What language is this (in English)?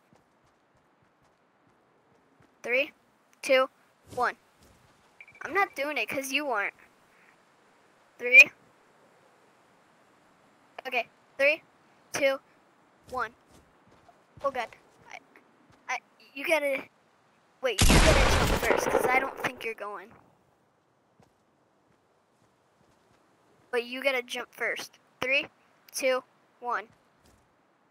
English